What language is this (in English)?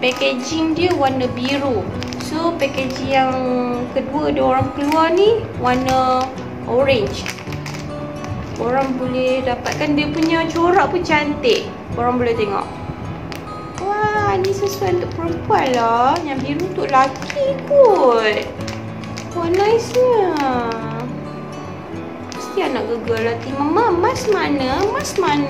Malay